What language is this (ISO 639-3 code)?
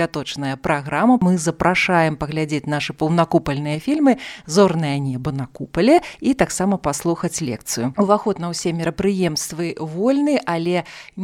bel